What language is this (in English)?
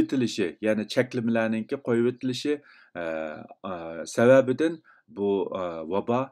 Uyghur